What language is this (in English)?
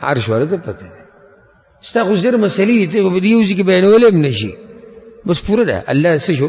Pashto